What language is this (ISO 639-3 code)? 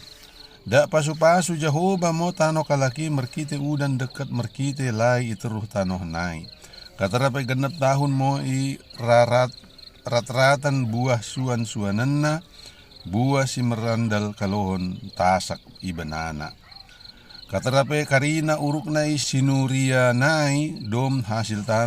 btd